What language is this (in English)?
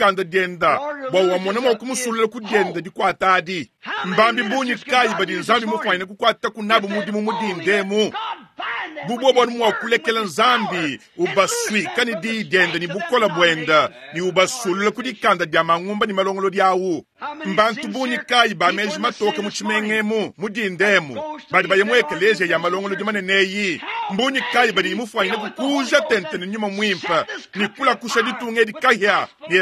Luba-Lulua